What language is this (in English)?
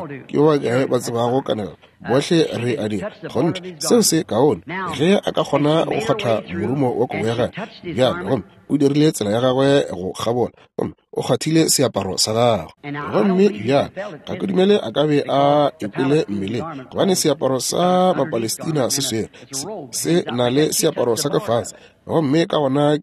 Northern Sotho